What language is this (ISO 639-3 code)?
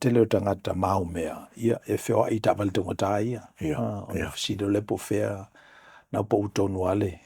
smo